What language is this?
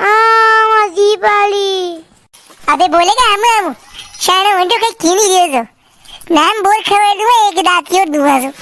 Rajasthani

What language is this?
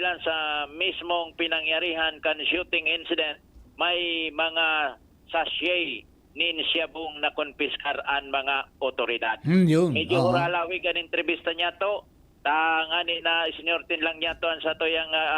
Bikol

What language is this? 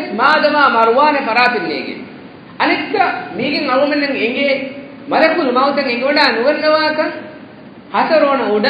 Divehi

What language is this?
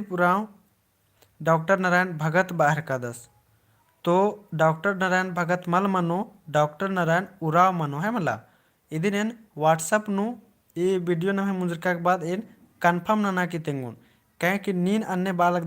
Kurukh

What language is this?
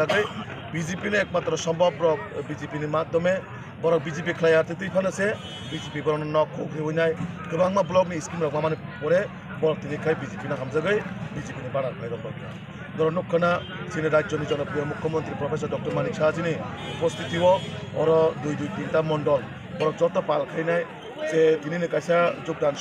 Kok Borok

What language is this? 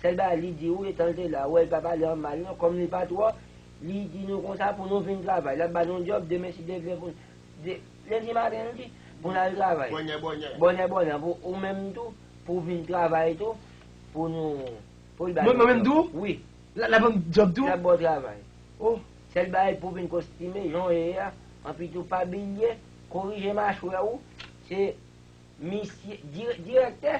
Haitian Creole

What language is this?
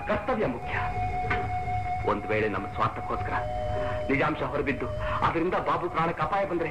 Kannada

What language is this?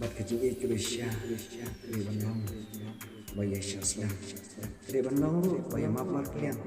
Khasi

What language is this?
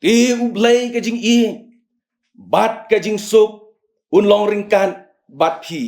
Khasi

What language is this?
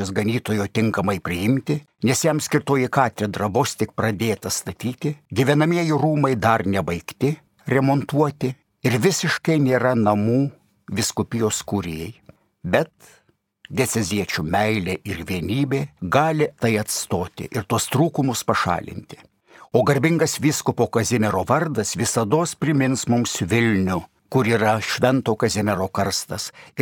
Lithuanian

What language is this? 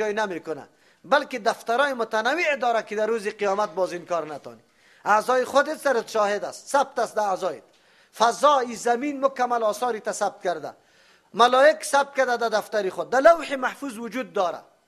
Persian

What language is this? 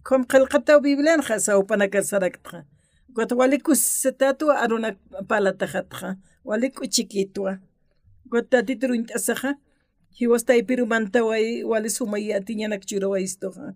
Aymara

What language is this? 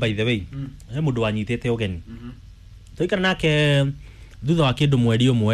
Kikuyu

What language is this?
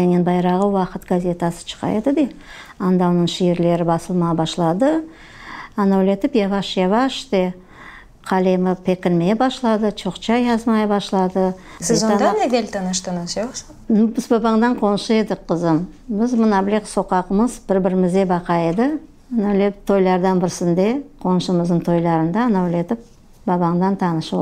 Crimean Tatar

